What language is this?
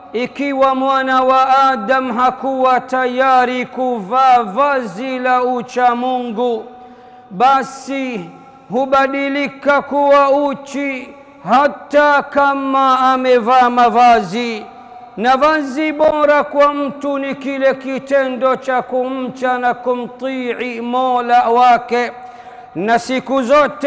Swahili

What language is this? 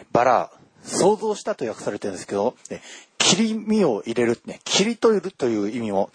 Japanese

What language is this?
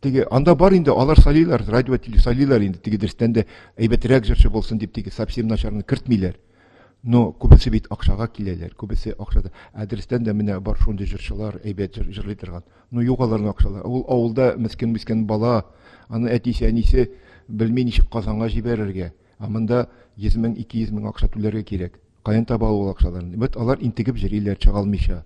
Tatar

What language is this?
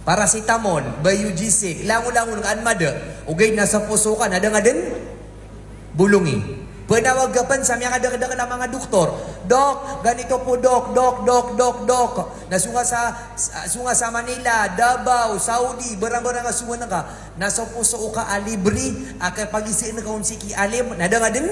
Maranao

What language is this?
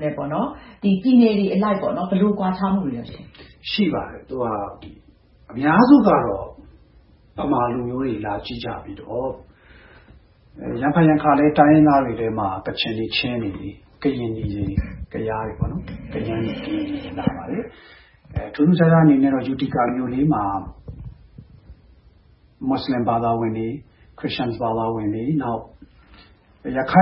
Burmese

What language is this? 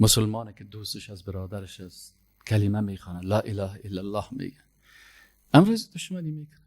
Persian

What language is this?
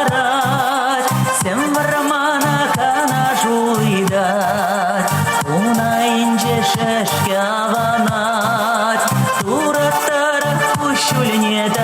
Chuvash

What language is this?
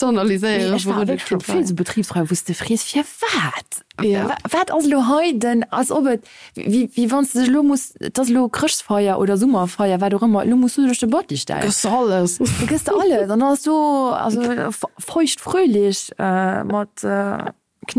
Luxembourgish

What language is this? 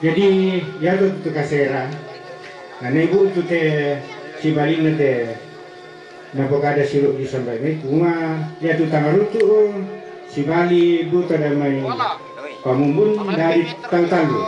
Toraja-Sa'dan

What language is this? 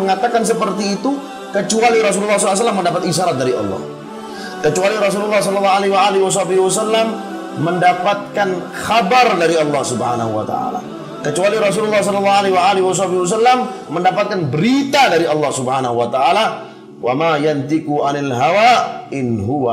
Indonesian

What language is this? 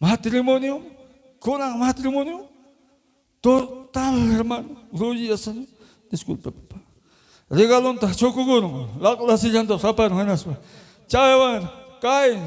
Ayacucho Quechua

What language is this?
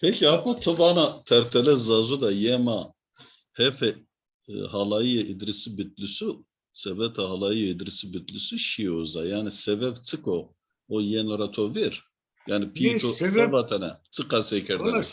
Zaza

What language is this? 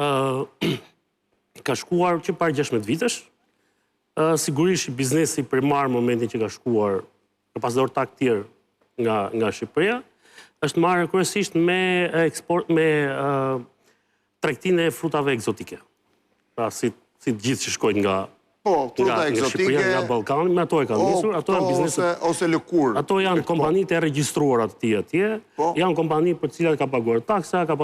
Albanian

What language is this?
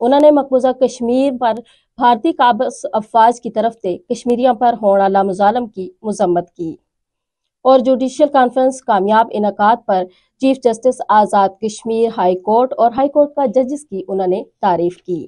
Gujari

